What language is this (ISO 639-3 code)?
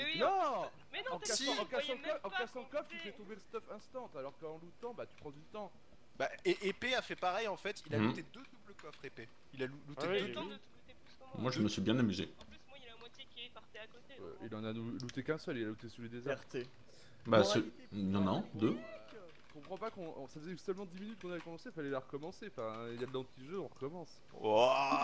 fra